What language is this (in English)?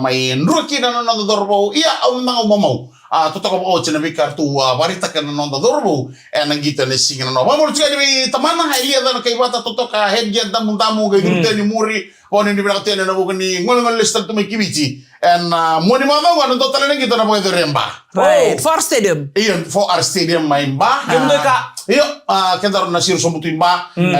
Fijian